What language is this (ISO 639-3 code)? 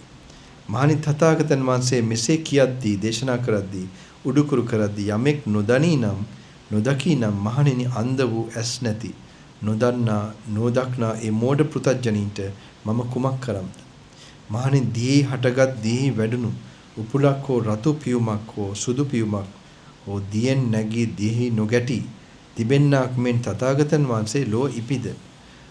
sin